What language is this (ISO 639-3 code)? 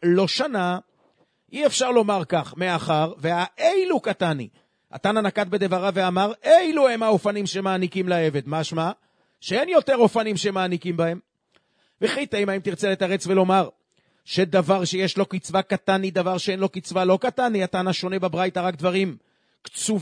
heb